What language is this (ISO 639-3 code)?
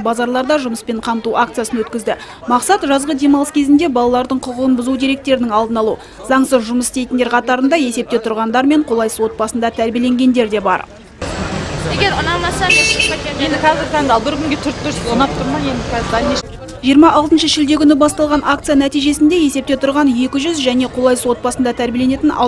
kaz